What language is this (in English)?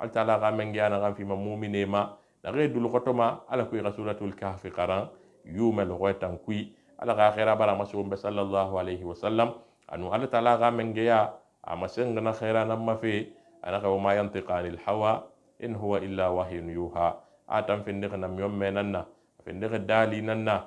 Susu